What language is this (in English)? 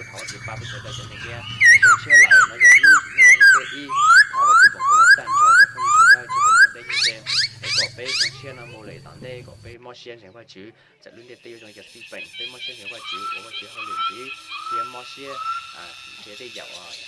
Hmong